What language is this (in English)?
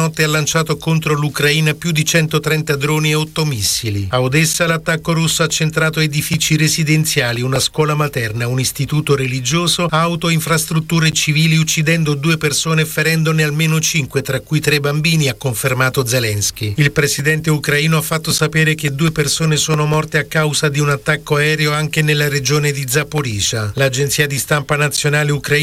Italian